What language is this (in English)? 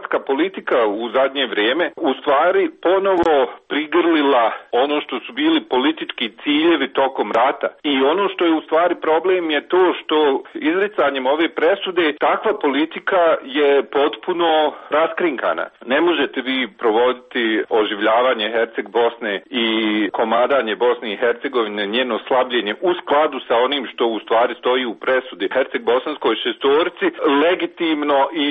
Croatian